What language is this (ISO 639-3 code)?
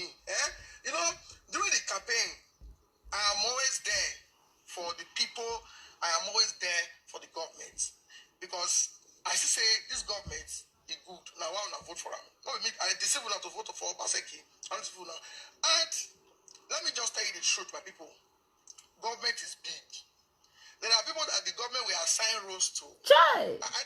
pcm